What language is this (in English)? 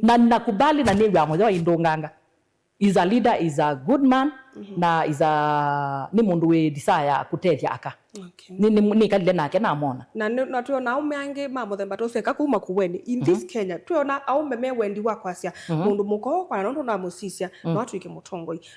Kamba